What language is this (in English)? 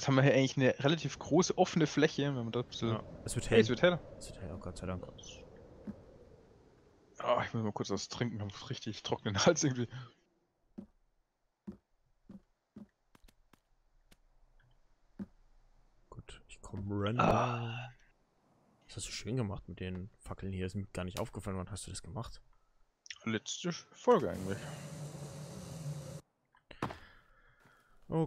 German